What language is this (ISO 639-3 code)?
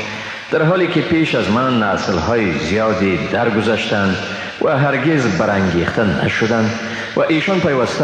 fas